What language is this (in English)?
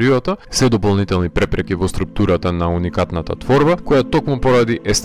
Macedonian